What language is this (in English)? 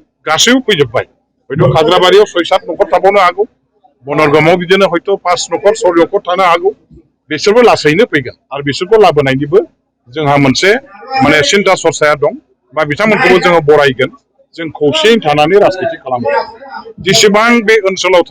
Bodo